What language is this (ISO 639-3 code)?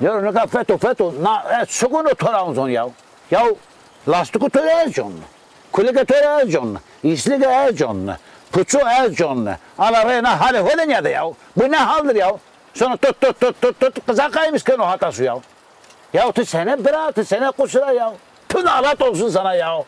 zza